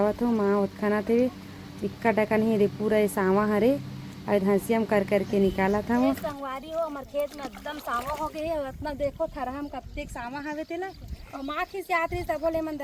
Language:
Chhattisgarhi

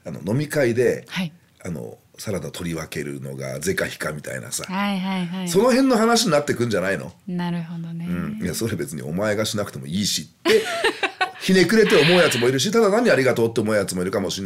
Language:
Japanese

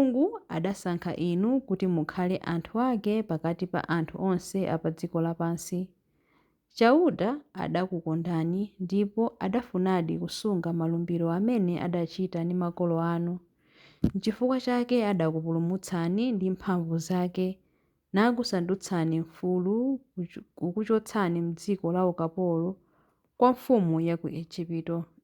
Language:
Nyanja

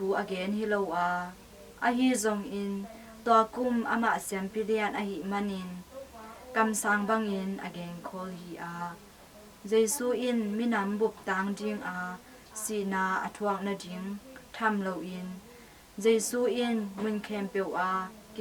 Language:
Tedim Chin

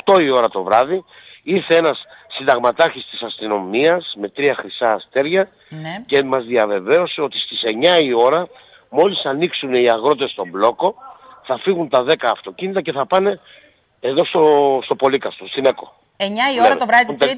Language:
Greek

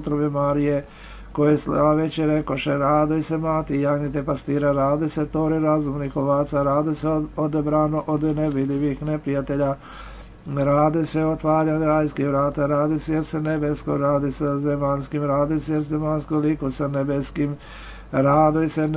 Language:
Serbian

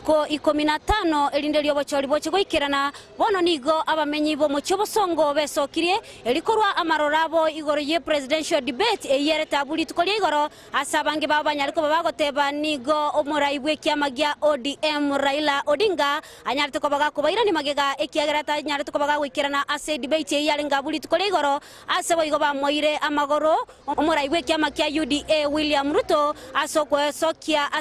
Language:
Gusii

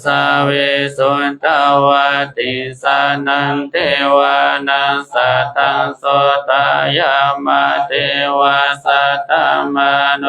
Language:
Pali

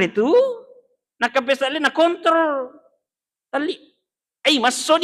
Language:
Buginese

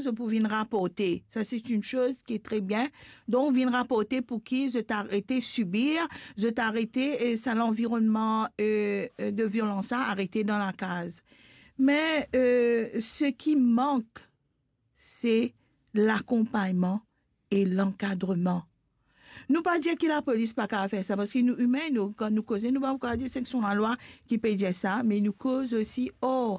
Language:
Morisyen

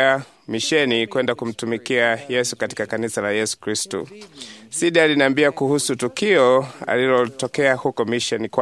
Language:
Swahili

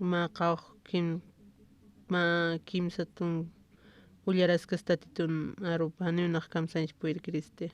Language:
Aymara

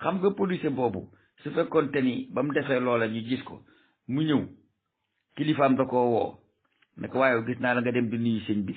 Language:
Wolof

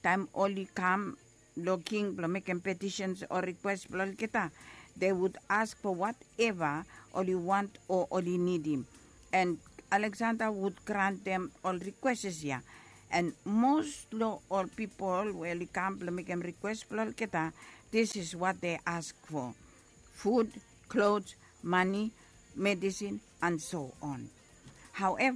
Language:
Bislama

